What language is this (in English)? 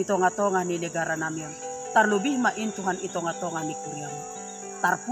Batak Simalungun